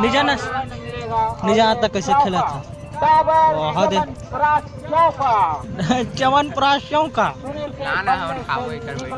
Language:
Chhattisgarhi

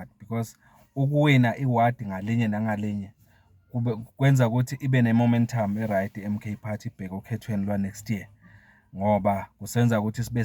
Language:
Zulu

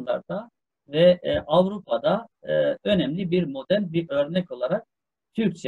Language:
Turkish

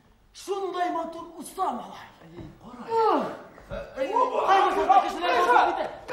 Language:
Bashkir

